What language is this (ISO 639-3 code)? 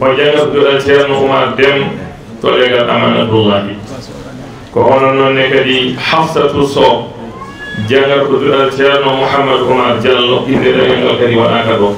ful